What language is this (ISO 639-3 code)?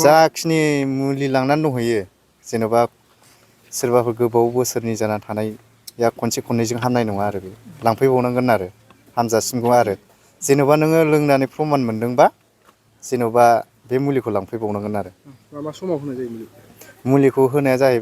brx